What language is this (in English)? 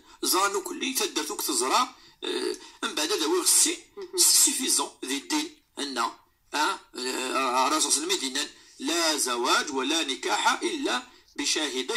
Moroccan Arabic